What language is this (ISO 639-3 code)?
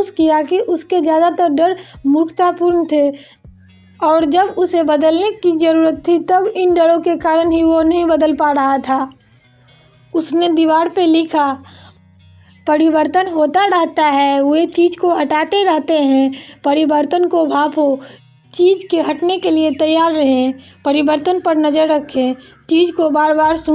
hin